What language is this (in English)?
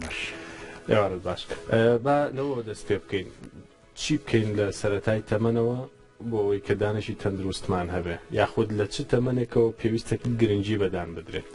Central Kurdish